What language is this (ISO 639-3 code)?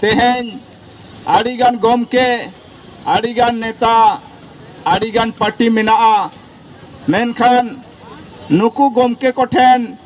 sat